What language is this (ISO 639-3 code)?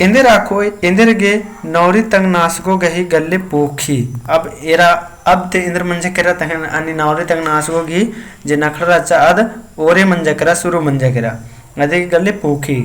kru